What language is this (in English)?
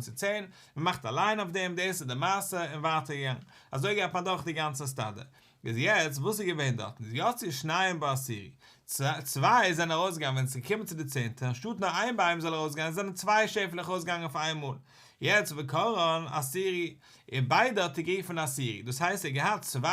Yiddish